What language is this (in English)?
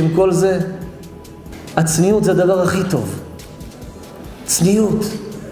Hebrew